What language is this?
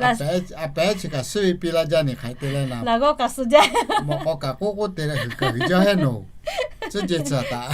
Lahu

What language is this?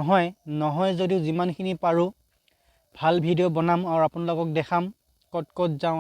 Assamese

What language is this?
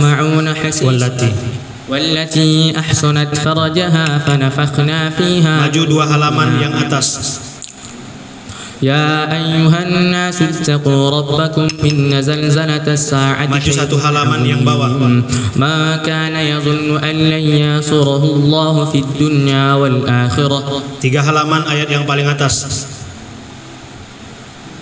Indonesian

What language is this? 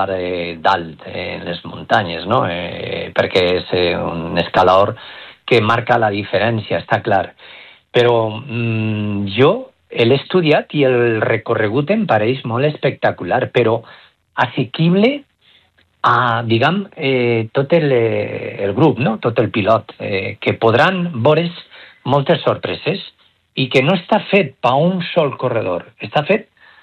Catalan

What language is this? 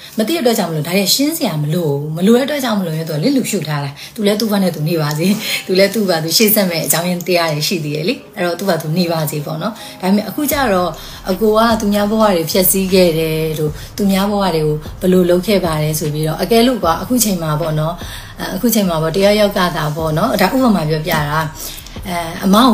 Burmese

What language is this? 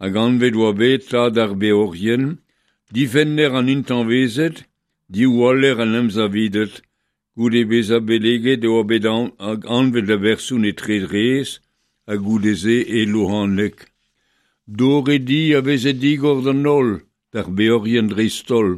Breton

